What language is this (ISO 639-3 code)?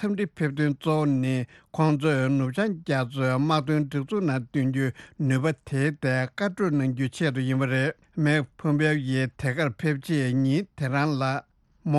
bod